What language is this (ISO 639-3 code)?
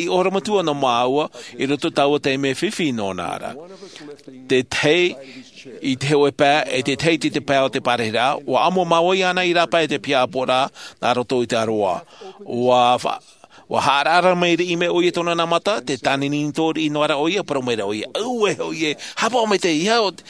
tah